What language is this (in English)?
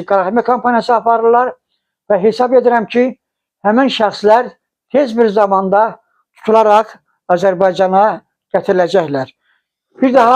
Azerbaijani